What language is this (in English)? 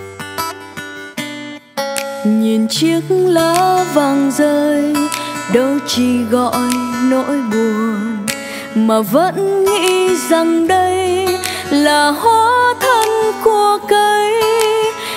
Vietnamese